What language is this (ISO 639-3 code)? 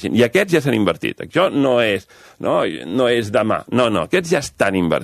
cat